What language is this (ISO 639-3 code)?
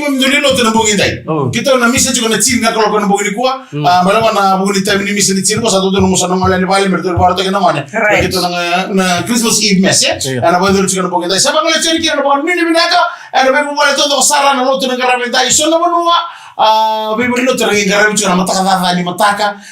fij